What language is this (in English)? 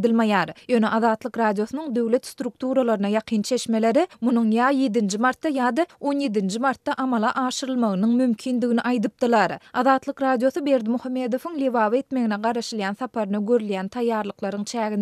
Turkmen